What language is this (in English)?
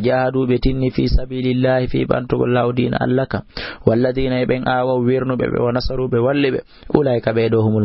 Fula